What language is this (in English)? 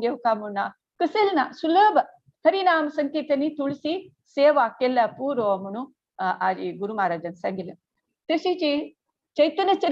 Konkani